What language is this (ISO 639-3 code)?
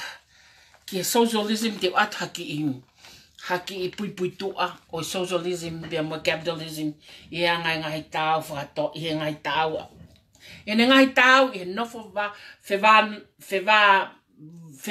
ton